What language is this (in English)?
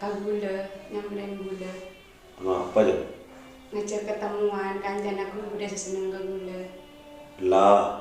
Madurese